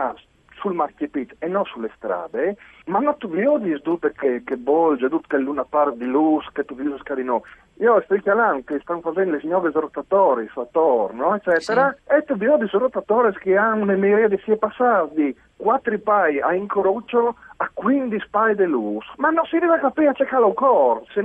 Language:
Friulian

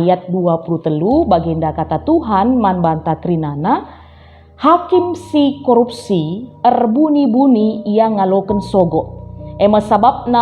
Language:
Batak Karo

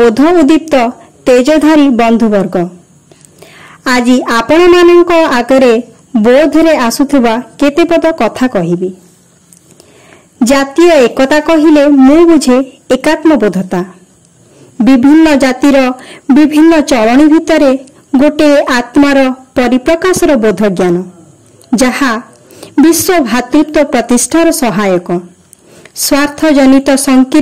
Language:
Odia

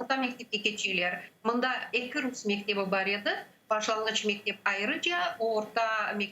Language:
Crimean Tatar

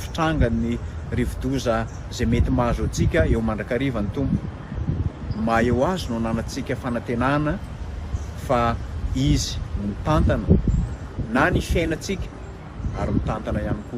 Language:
Malagasy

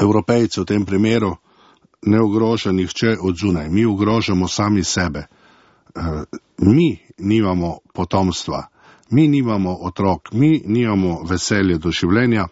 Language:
Slovenian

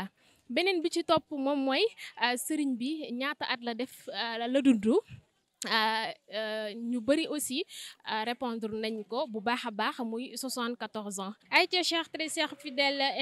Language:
Wolof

